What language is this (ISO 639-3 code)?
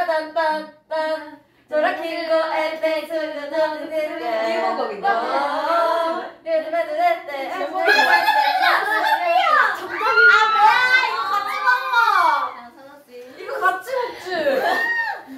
kor